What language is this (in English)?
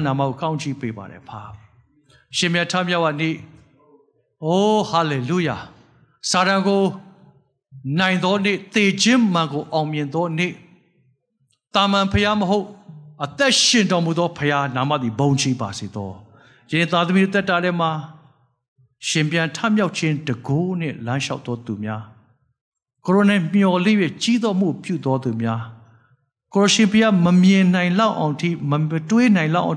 Burmese